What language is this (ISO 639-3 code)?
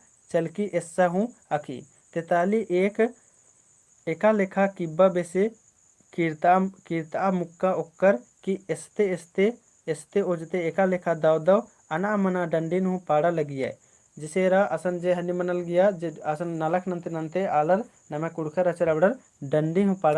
kru